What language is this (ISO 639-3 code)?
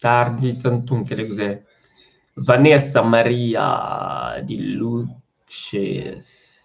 kea